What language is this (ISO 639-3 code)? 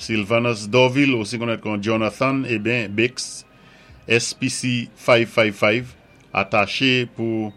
acf